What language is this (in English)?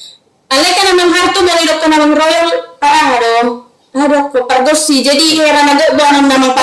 Batak Toba